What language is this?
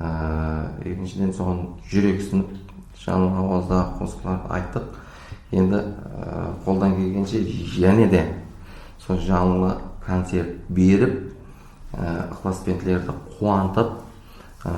Kara-Kalpak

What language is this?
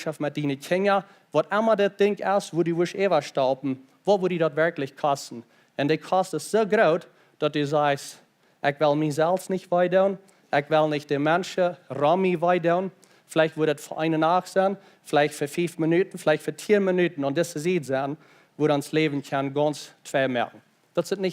Plautdietsch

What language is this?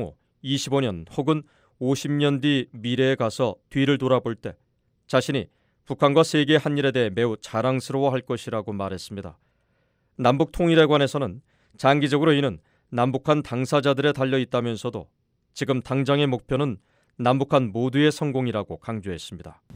Korean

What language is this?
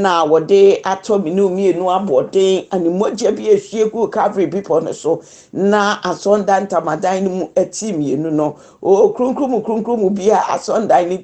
Akan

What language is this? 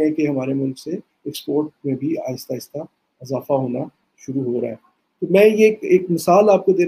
Urdu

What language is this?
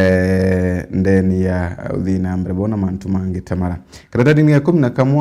Meru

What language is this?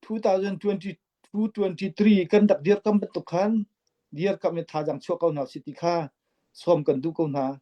Falam Chin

